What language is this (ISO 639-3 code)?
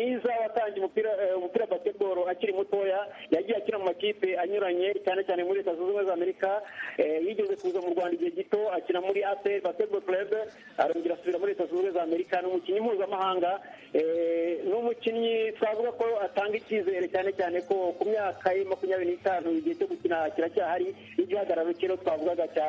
kin